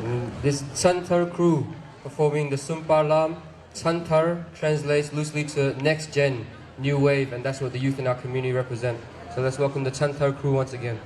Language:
Hakha Chin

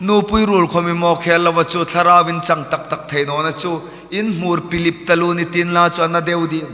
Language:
Hmar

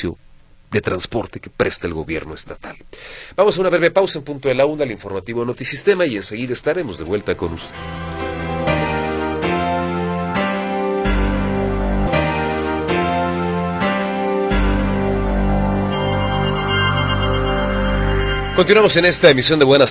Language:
Spanish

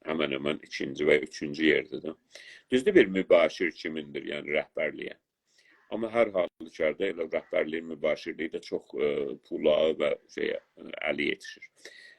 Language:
South Azerbaijani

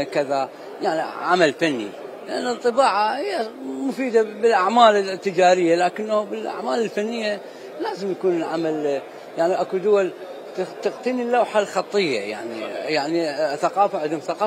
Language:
Mesopotamian Arabic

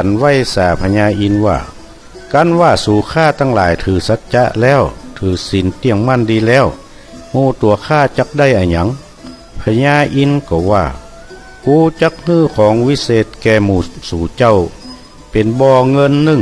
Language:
Northern Thai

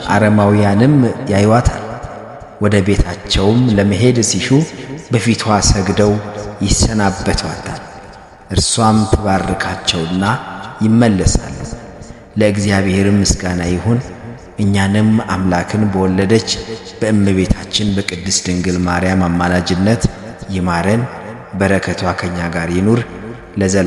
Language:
Amharic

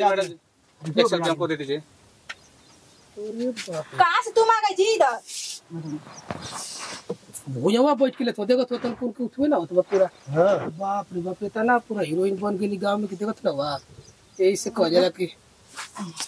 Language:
Bhojpuri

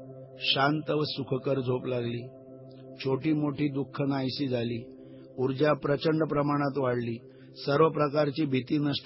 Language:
Marathi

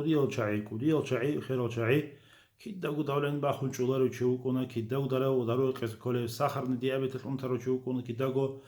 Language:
Avaric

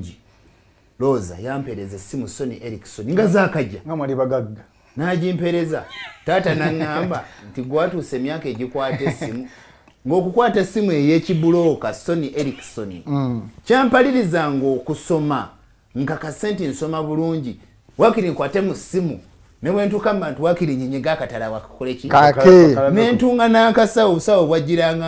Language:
Ganda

